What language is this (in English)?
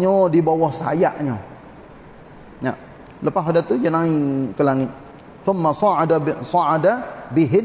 Malay